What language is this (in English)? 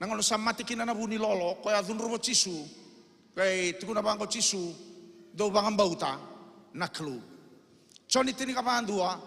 Fijian